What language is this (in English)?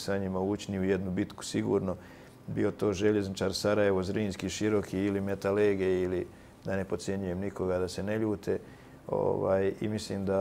Bosnian